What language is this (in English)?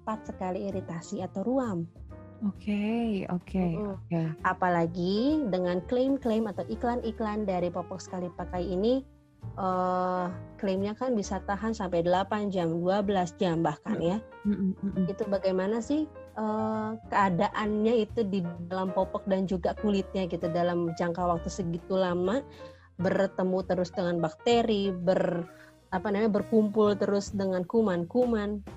Indonesian